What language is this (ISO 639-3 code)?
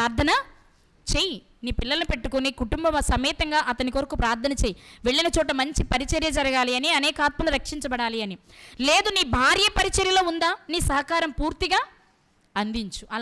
tel